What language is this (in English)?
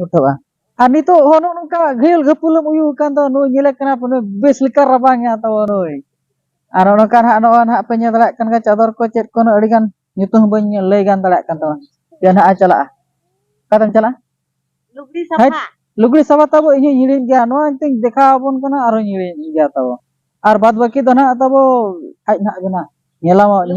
Santali